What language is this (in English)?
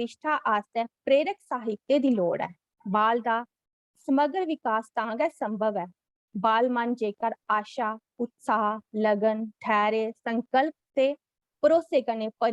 Dogri